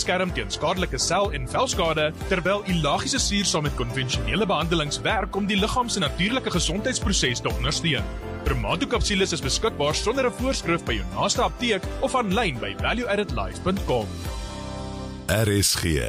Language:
Afrikaans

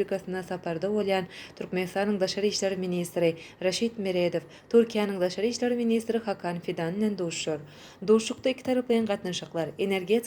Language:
Turkmen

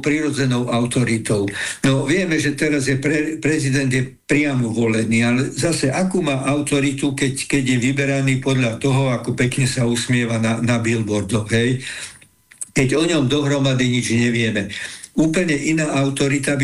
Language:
Slovak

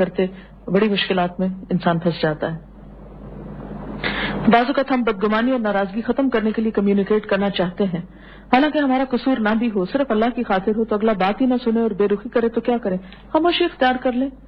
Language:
Urdu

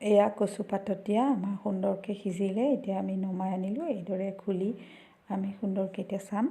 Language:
Assamese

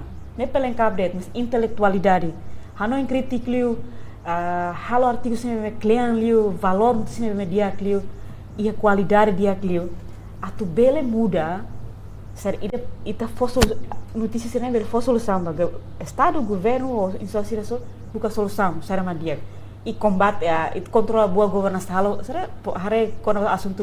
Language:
Tetum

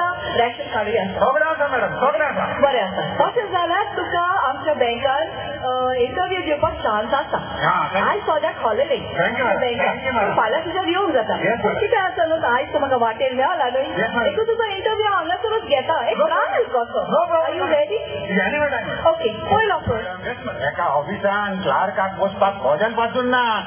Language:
Konkani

